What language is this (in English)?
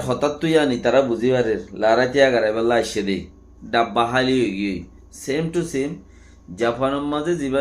Rohingya